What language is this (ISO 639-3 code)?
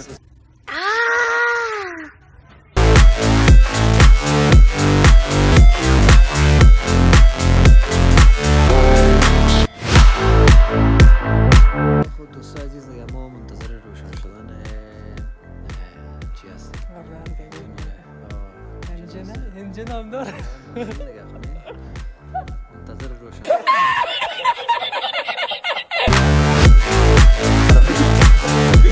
fas